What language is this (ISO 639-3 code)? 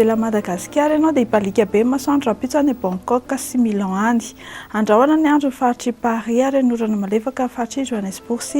mlg